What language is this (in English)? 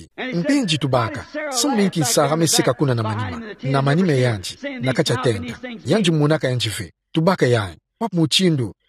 Kituba (Democratic Republic of Congo)